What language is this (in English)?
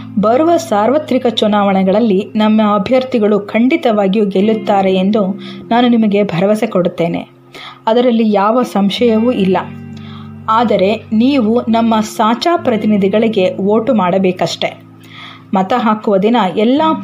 Kannada